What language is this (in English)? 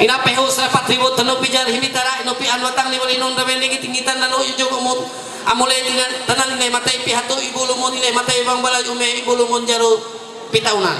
Ma'anyan